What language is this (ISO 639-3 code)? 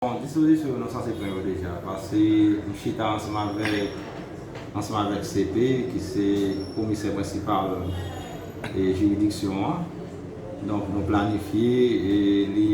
hat